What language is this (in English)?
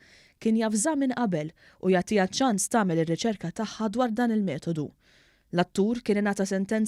Maltese